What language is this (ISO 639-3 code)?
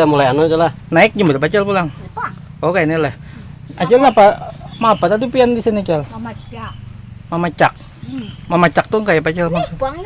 bjn